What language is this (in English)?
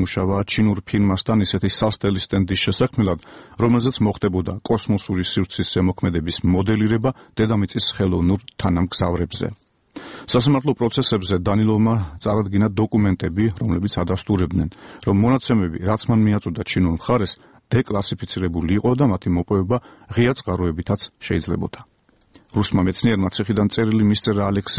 Georgian